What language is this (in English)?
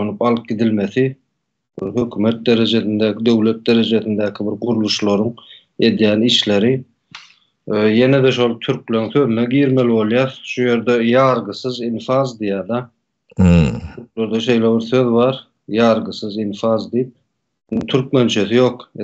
Turkmen